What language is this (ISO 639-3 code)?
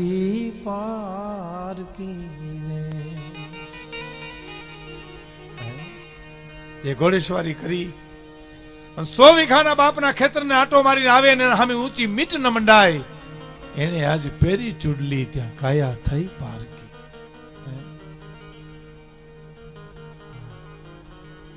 guj